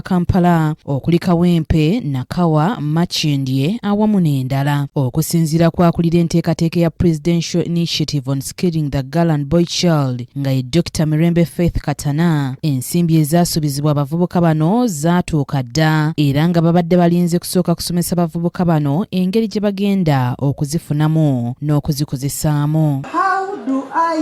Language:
Ganda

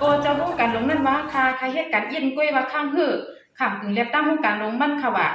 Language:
Shan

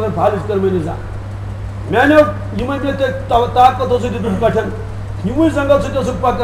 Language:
Kashmiri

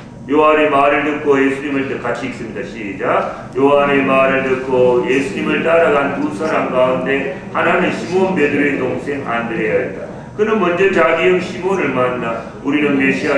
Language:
Korean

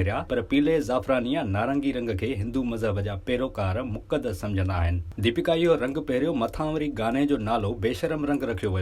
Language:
Sindhi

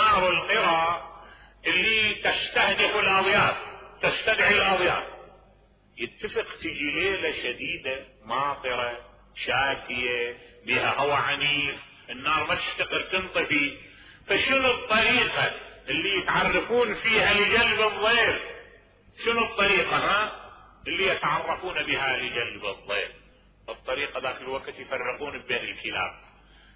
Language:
Mesopotamian Arabic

